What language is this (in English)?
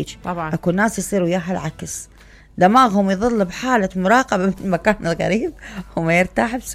Mesopotamian Arabic